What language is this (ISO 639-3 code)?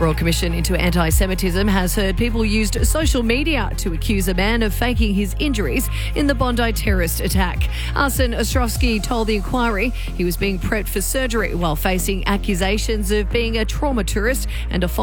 eng